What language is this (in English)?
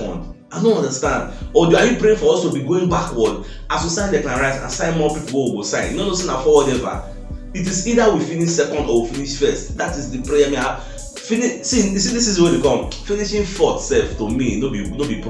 Nigerian Pidgin